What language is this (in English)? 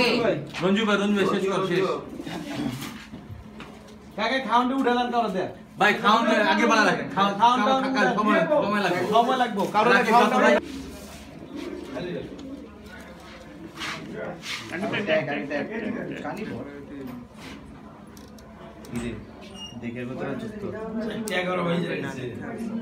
Bangla